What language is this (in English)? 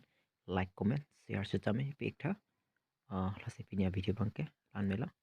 Karbi